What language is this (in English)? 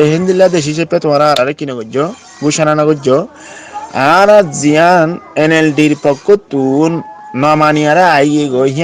Rohingya